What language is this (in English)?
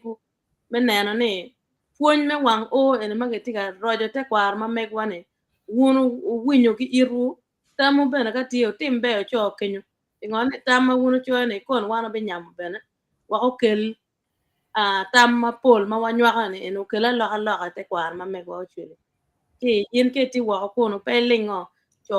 Acoli